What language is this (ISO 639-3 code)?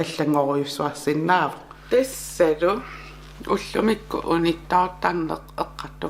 kal